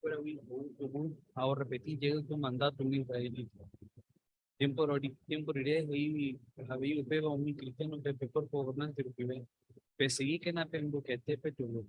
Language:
Guarani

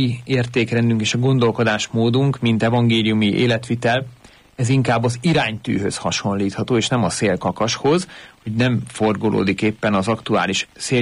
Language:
Hungarian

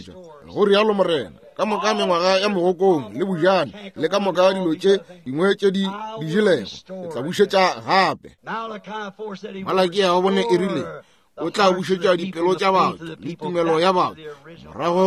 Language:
Northern Sotho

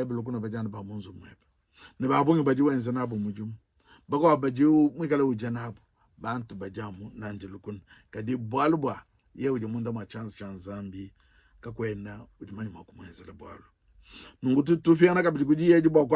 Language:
Luba-Lulua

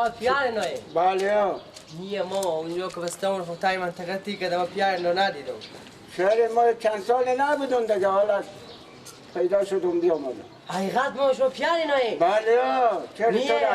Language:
Persian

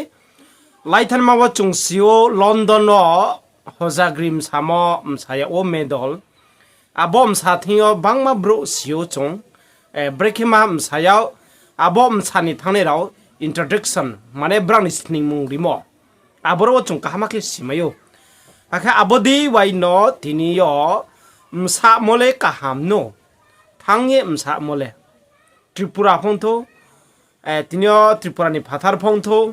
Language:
Riang (India)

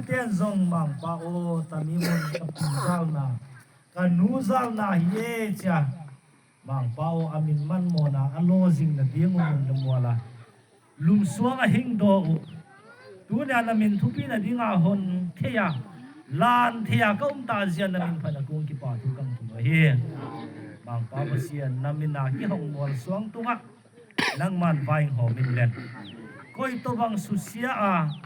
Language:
Tedim Chin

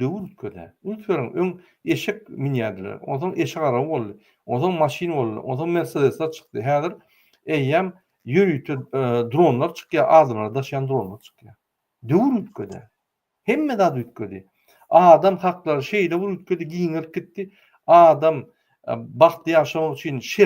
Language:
Turkmen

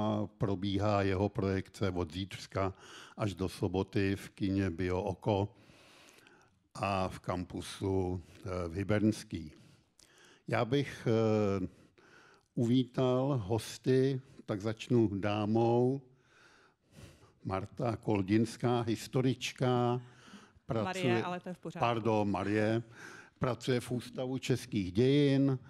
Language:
Czech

